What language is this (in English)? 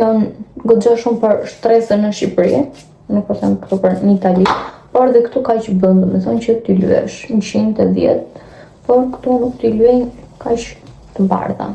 Albanian